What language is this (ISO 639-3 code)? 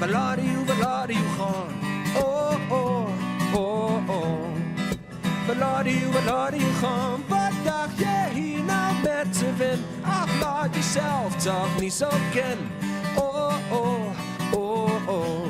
fry